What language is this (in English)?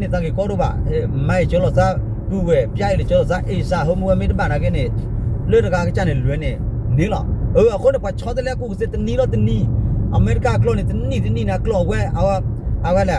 S'gaw Karen